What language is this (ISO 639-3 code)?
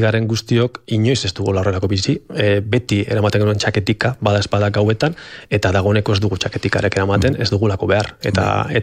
eus